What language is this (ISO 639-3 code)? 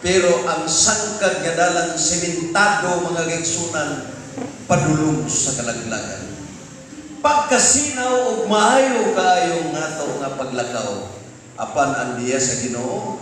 ceb